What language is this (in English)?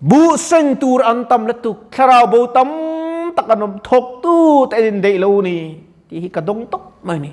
Mizo